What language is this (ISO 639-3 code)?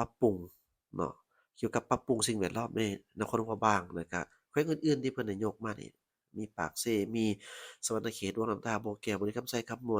lao